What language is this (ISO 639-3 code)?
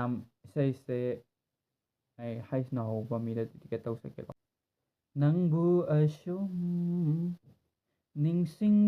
mni